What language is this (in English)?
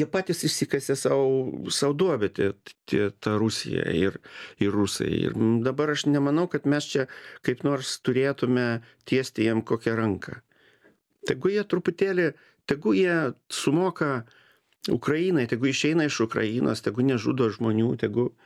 Lithuanian